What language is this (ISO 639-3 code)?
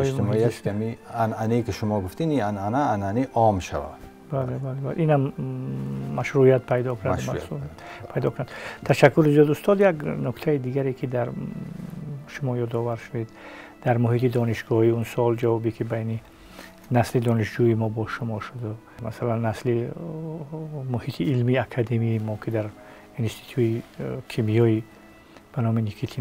tgk